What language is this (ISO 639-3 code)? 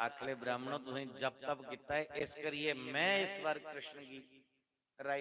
doi